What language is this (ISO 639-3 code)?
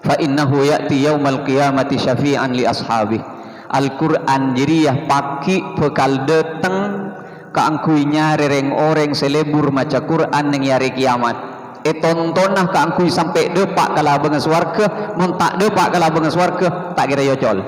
mad